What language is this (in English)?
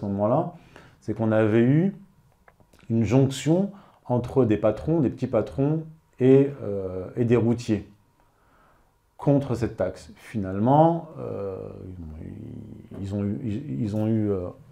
French